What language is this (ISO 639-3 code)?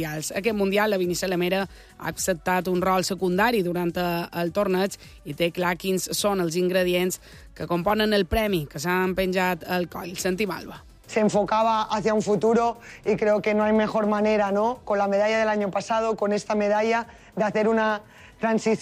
cat